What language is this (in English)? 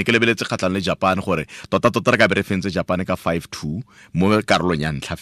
Tswana